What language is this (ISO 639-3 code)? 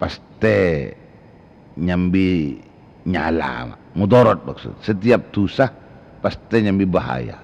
mad